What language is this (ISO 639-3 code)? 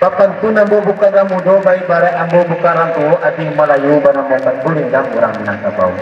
min